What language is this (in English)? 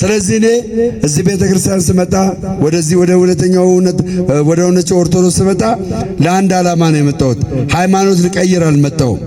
Amharic